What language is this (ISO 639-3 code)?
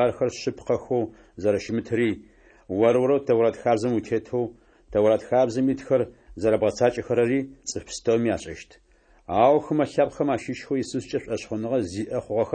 ady